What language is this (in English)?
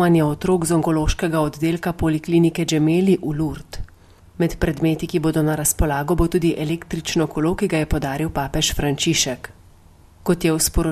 Slovenian